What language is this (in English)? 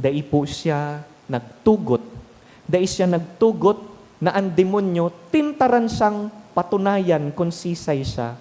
Bikol